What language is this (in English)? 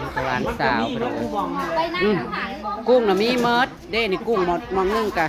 Northeastern Thai